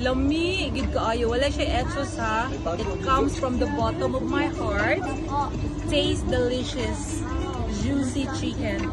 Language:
Cebuano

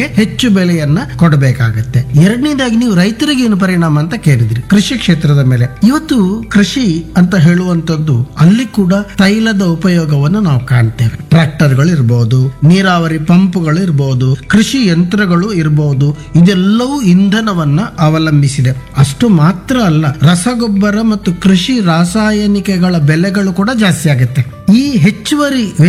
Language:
Kannada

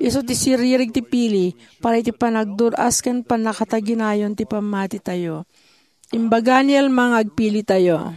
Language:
Iloko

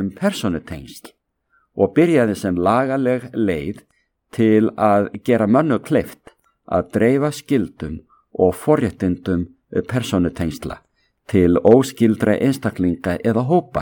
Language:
Icelandic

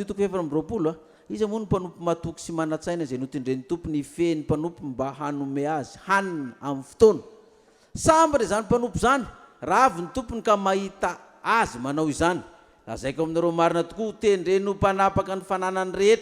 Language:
Malagasy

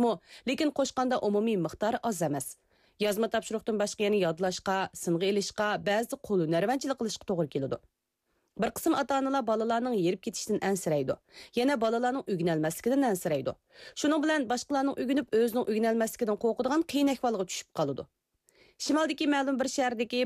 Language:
Uyghur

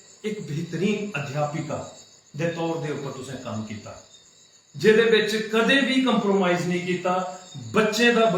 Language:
Dogri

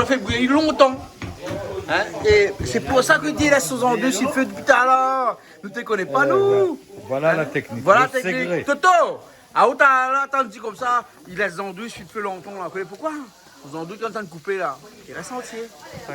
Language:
Réunion Creole French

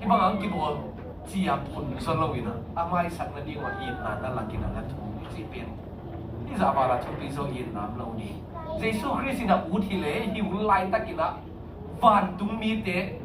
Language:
Tedim Chin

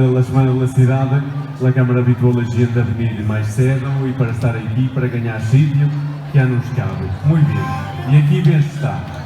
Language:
Mirandese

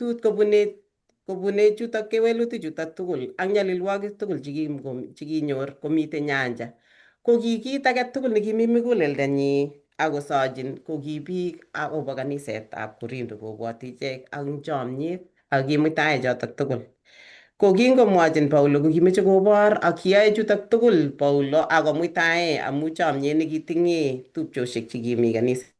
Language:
Kalenjin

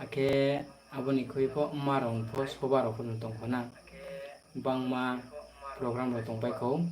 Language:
Riang (India)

